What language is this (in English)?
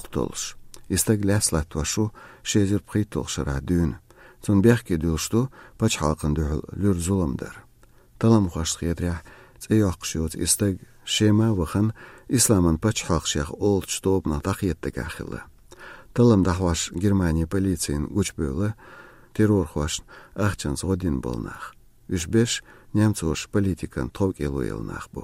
Chechen